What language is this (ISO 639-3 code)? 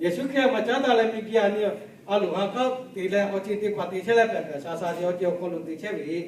lhu